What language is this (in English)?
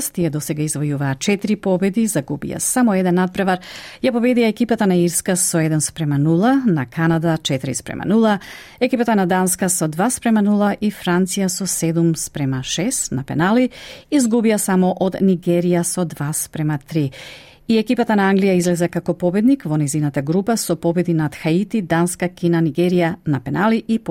Macedonian